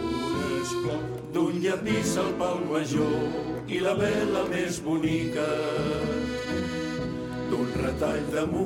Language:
Catalan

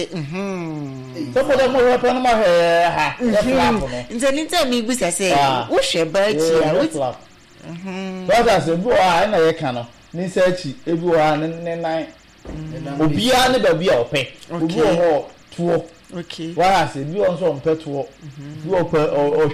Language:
Akan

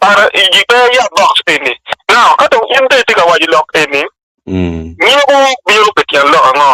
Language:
Acoli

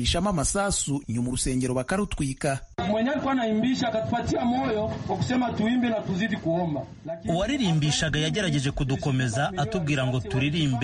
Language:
Kinyarwanda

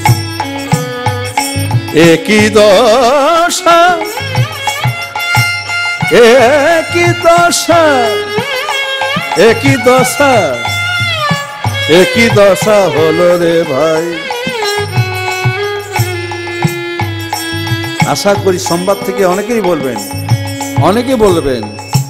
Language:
Bangla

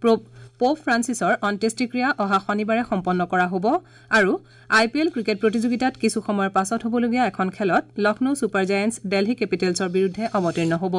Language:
Assamese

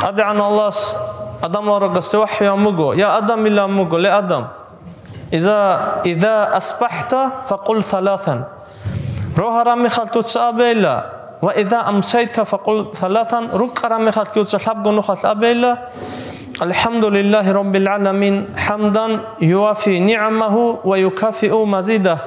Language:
Avaric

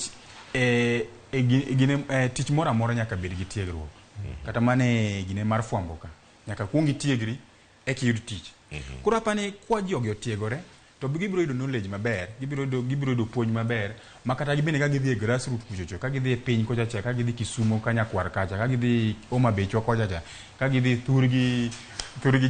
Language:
Luo (Kenya and Tanzania)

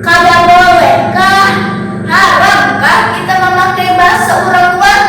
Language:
Banjar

